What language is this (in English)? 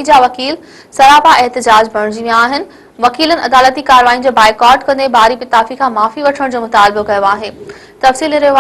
Sindhi